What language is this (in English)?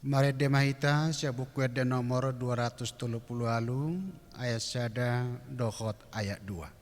Batak Toba